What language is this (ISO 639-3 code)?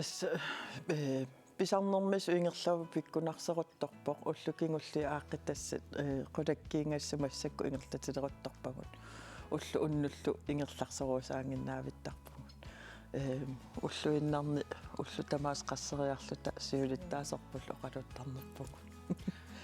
kal